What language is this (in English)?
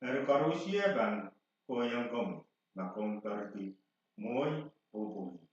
Pohnpeian